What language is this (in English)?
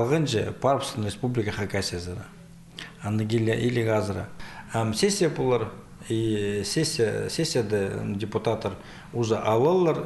Khakas